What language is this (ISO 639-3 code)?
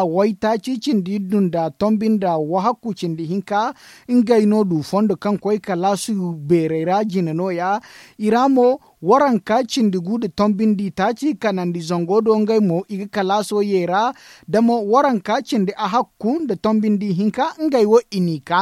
dje